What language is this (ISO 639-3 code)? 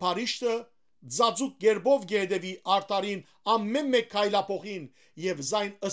hyw